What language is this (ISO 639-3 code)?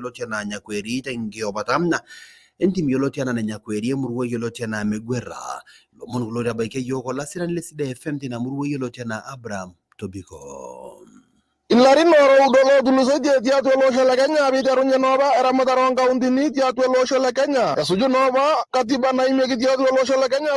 mas